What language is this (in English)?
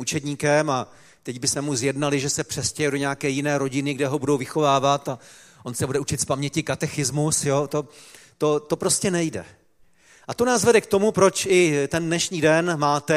Czech